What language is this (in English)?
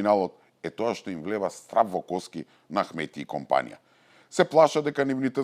Macedonian